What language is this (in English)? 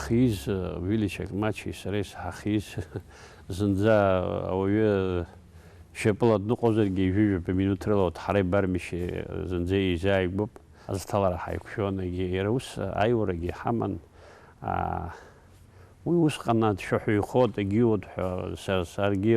Abkhazian